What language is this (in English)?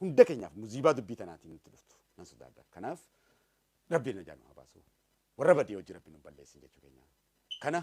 Oromo